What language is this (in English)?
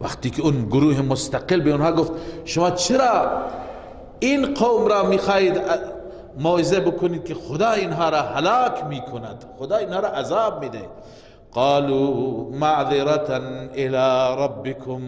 Persian